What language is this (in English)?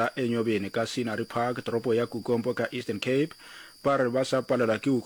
Northern Sotho